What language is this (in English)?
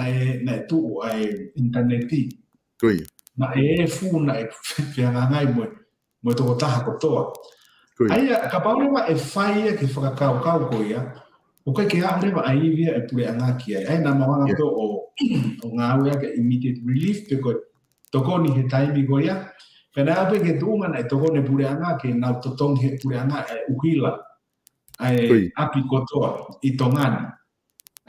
Tongan